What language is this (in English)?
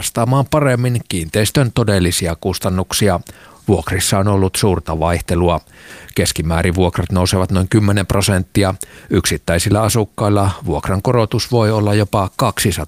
Finnish